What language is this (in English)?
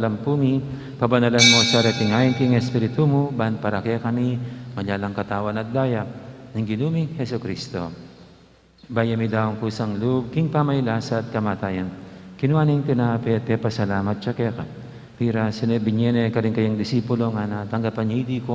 Pampanga